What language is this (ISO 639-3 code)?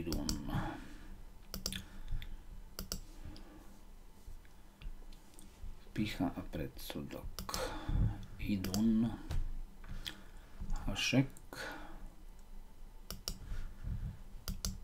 slk